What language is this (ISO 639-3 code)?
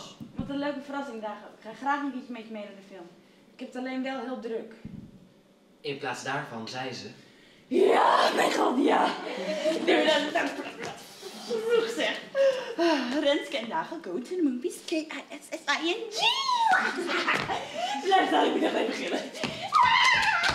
nld